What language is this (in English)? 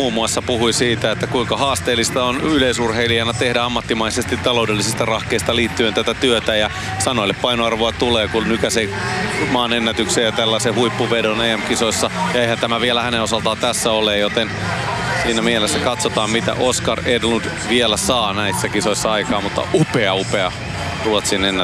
Finnish